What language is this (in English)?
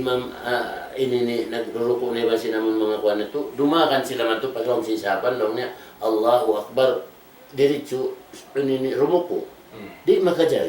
Tausug